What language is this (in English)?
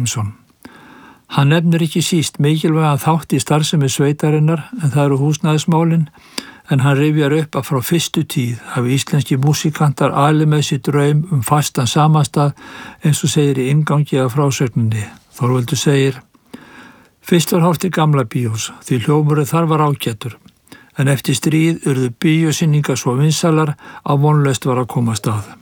Icelandic